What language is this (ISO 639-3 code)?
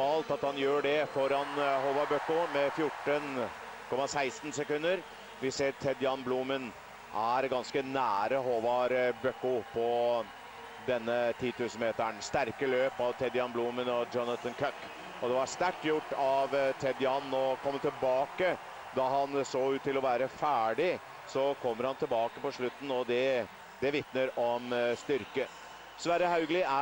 nor